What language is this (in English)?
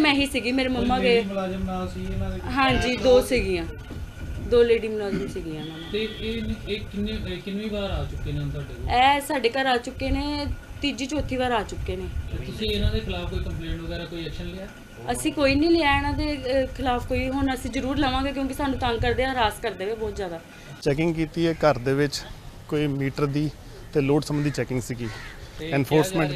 Punjabi